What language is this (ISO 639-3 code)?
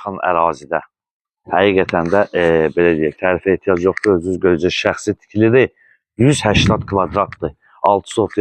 aze